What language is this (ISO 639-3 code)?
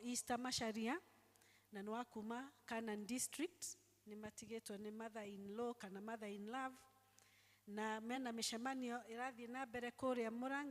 kik